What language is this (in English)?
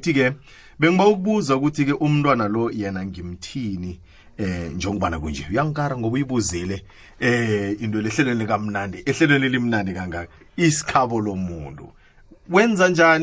South Ndebele